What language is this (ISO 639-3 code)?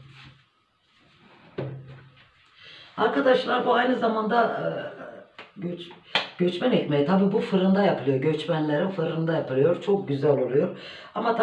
tur